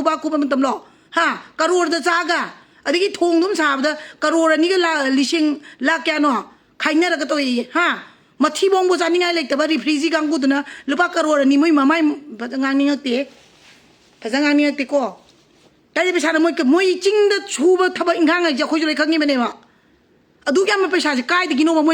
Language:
Manipuri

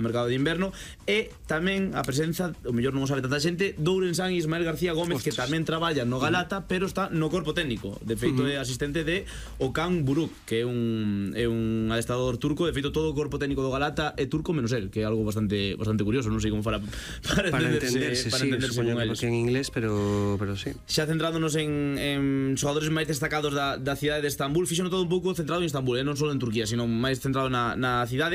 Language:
Galician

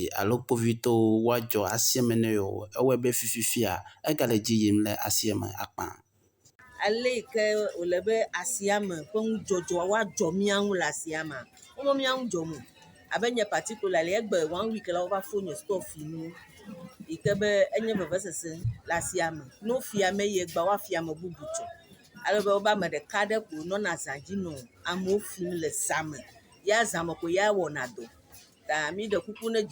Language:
Ewe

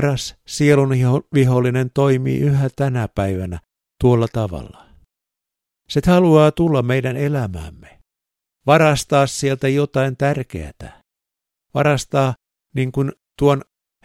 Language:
Finnish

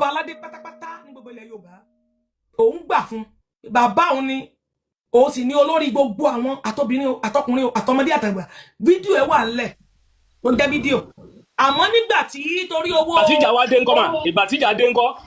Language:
Yoruba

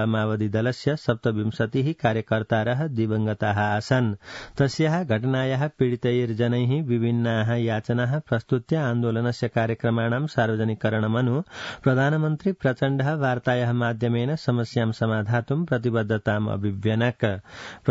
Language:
Sanskrit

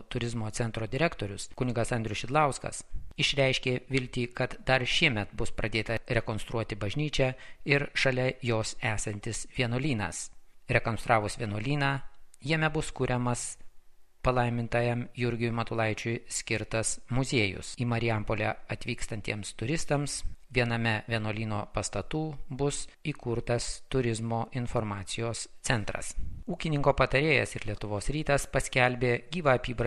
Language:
Lithuanian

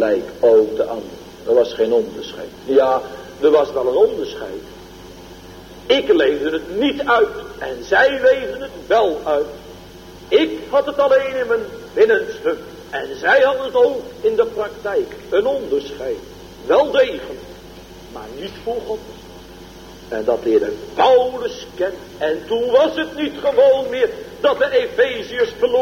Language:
Dutch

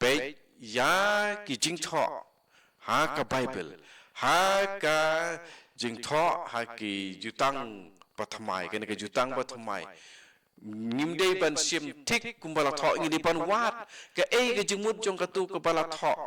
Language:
Khasi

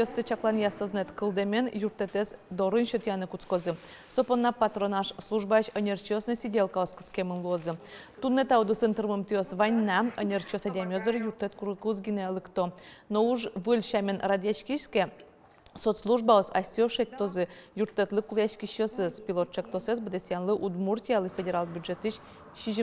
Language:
Udmurt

